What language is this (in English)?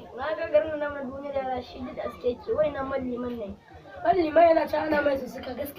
Hausa